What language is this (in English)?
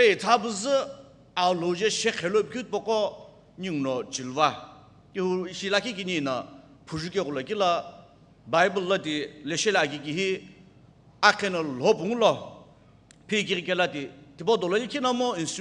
Sumi Naga